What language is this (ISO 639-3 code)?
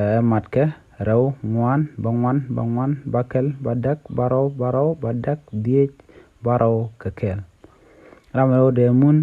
nus